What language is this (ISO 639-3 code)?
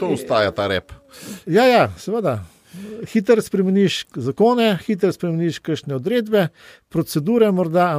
slv